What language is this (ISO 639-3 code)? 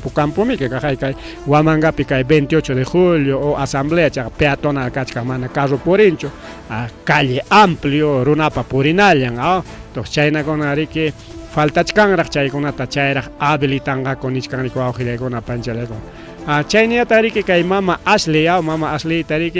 quy